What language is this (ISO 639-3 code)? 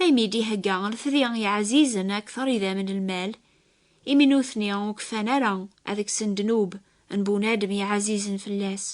kab